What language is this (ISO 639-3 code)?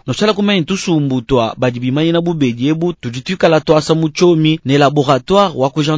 lua